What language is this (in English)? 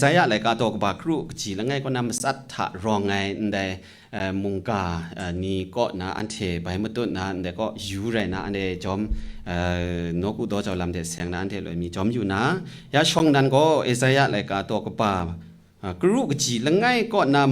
Kachin